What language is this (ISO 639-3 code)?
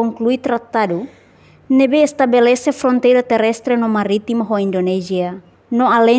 tet